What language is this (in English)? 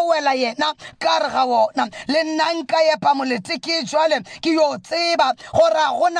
Northern Sotho